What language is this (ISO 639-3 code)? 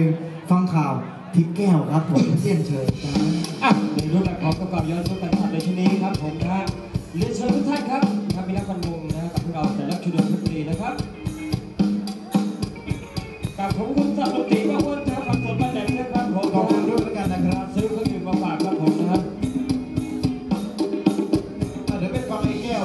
tha